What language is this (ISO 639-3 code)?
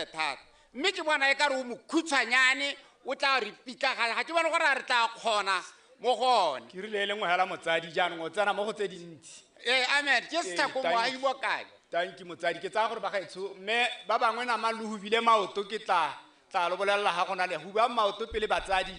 tsn